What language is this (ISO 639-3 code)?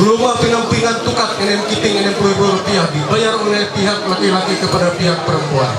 mhy